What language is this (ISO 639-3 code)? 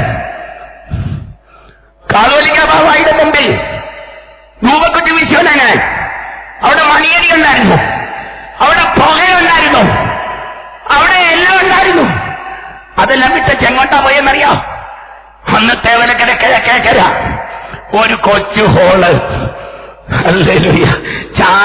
mal